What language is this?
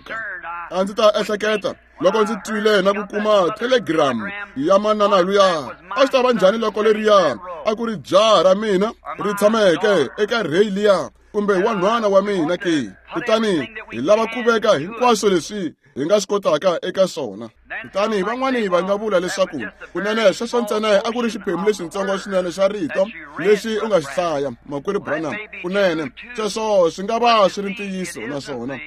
Tsonga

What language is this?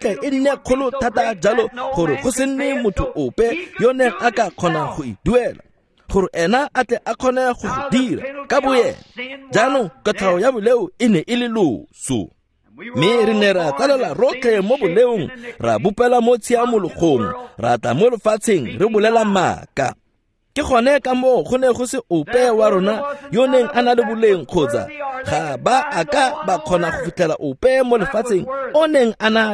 Tswana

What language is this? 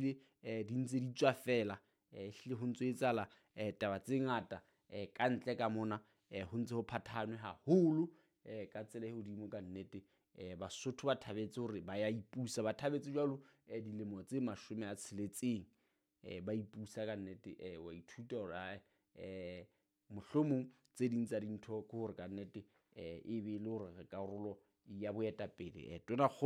Southern Sotho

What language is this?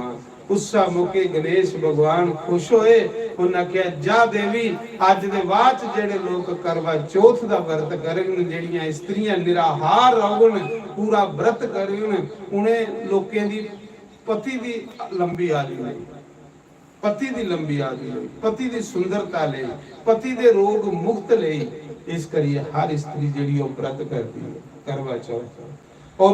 Dogri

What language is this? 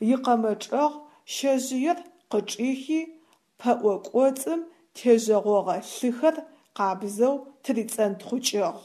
Adyghe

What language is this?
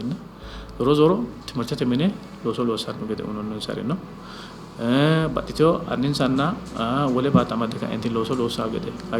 Sidamo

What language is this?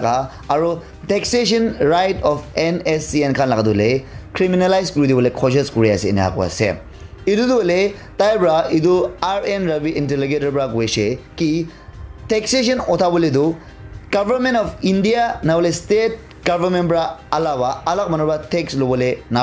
Naga Pidgin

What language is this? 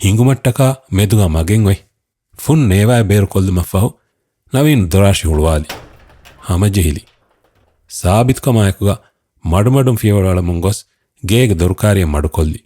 Divehi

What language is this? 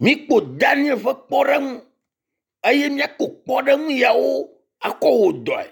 Ewe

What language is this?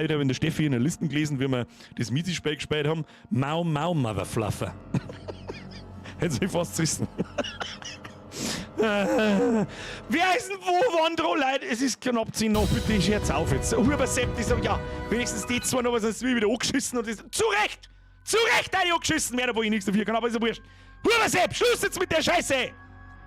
Bavarian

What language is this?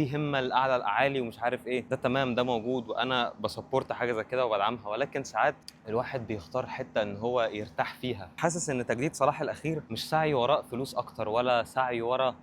Egyptian Arabic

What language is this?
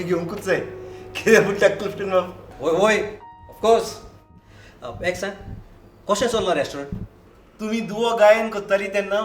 Konkani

